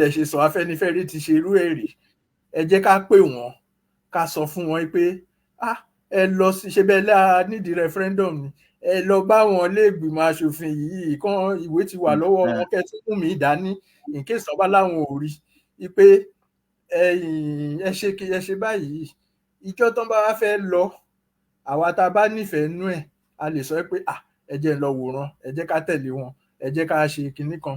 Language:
Yoruba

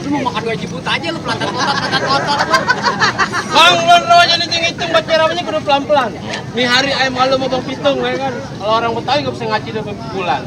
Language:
Betawi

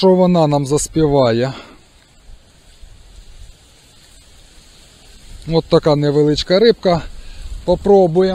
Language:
Ukrainian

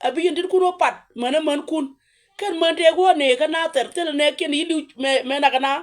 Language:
Nuer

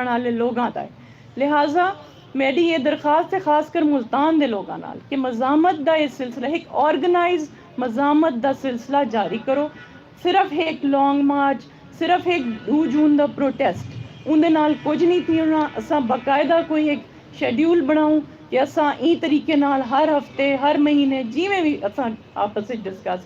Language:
Saraiki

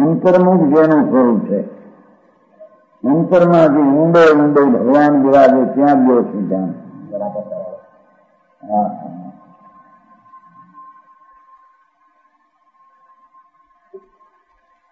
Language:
Gujarati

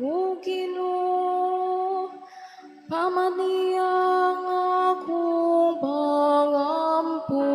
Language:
Cebuano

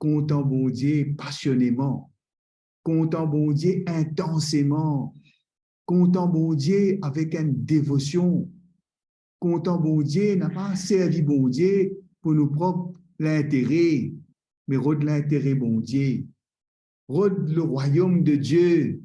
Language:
Morisyen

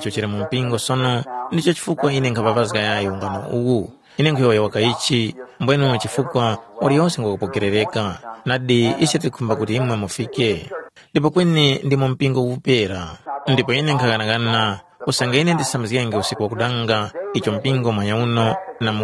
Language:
Tumbuka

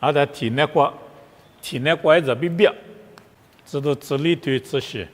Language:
Lisu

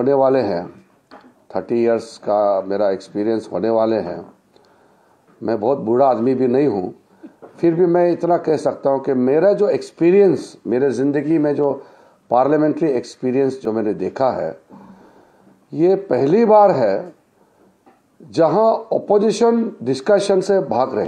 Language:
Hindi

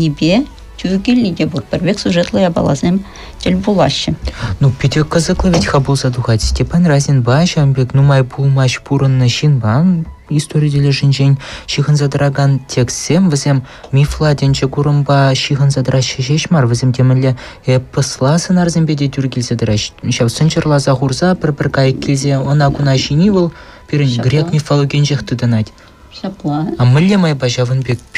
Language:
Chuvash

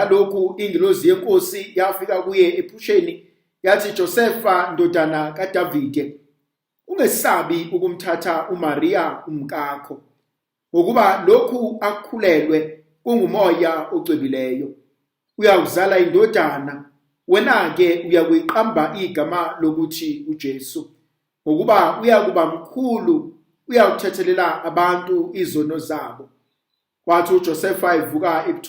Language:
Zulu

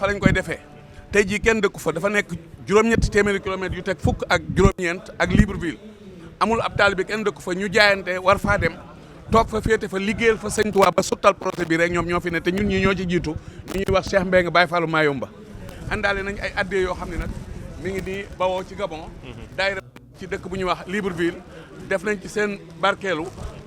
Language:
Wolof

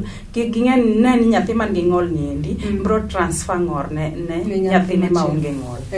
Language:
Luo (Kenya and Tanzania)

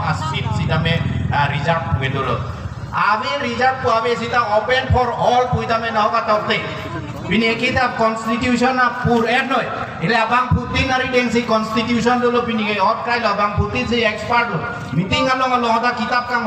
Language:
Karbi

